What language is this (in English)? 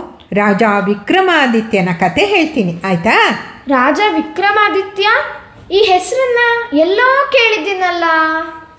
Kannada